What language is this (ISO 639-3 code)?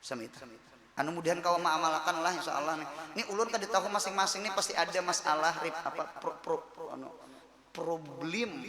bjn